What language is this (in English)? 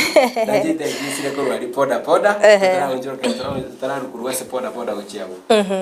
Gusii